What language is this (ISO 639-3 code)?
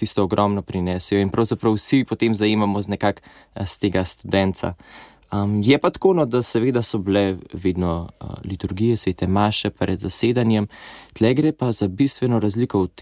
slv